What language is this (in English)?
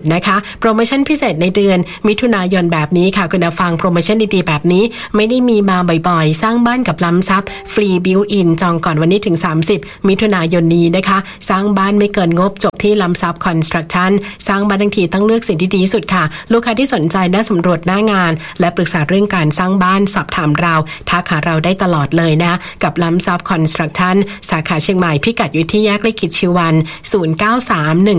Thai